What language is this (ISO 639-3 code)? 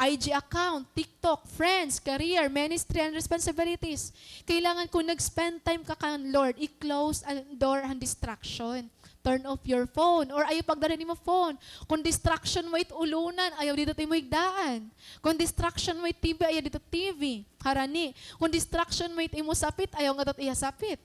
war